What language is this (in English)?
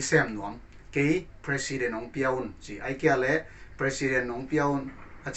Paite Chin